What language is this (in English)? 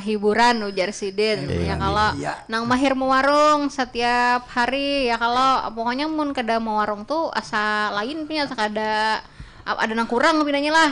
Banjar